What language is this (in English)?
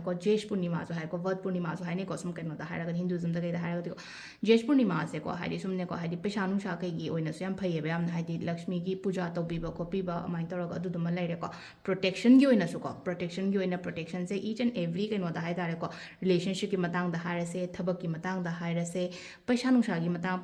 Manipuri